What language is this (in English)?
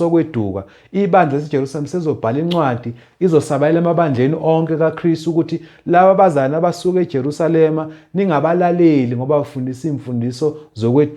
Zulu